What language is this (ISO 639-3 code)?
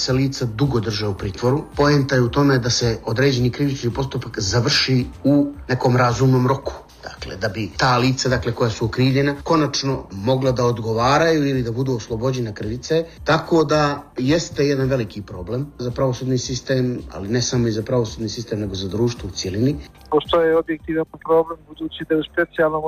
srp